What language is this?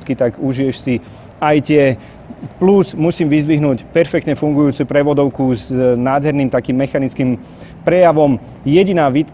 Slovak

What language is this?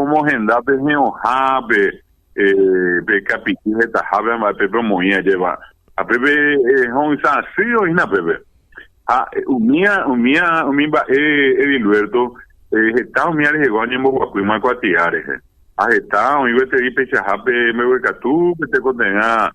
Guarani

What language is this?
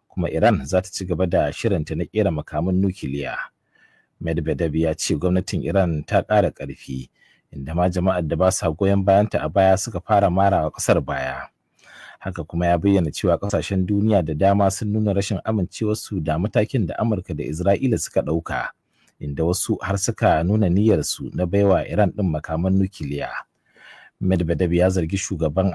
Hausa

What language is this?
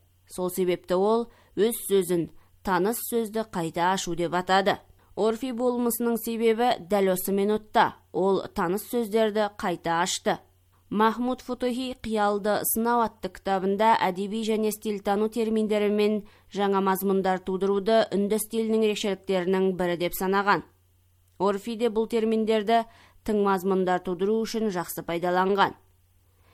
Kazakh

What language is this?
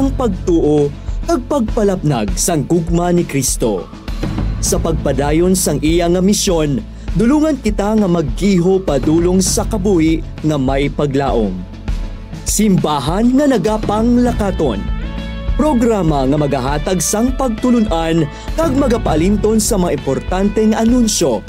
Hiligaynon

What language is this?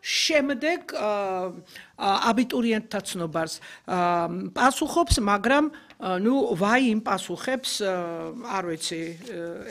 Georgian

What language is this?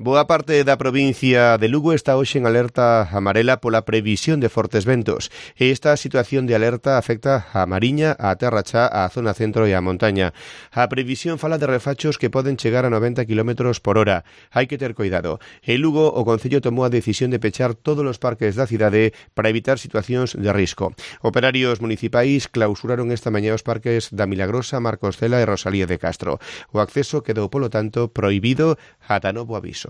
Galician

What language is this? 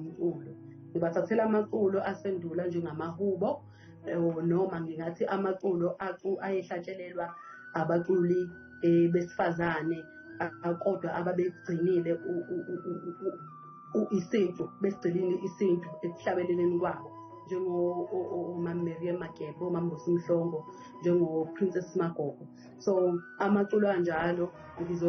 Zulu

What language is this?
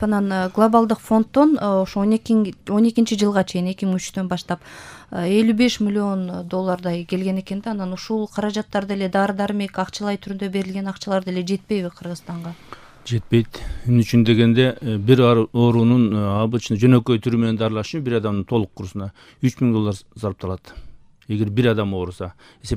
Kyrgyz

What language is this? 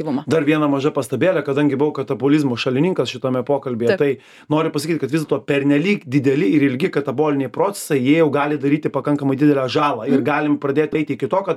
Lithuanian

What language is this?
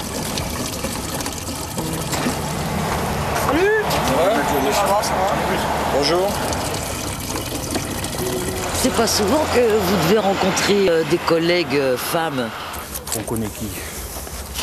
French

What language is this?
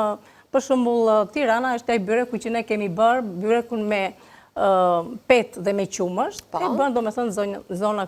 Albanian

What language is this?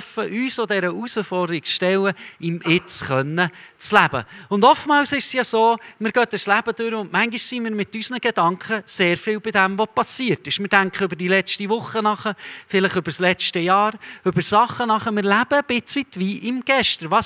Swiss German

